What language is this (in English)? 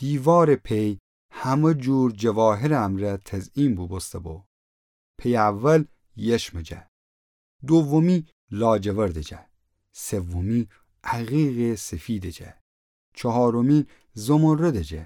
Gilaki